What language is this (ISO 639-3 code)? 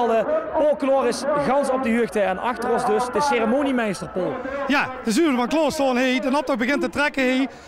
lim